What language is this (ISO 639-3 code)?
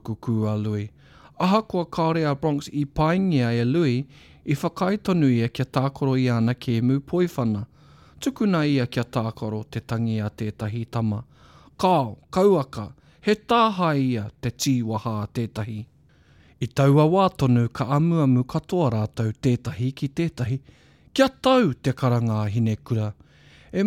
mri